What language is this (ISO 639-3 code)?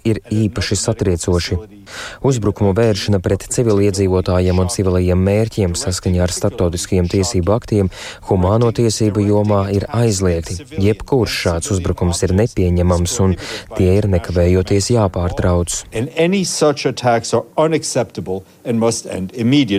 lav